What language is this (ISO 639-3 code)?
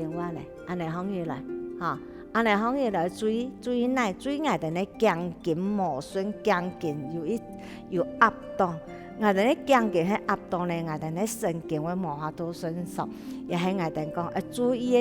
hak